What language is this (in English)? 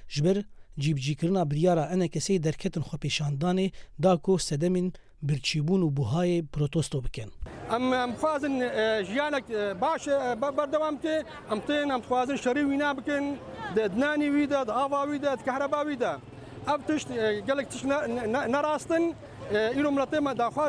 Kurdish